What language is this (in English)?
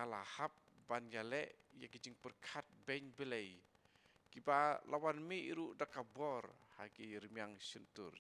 Khasi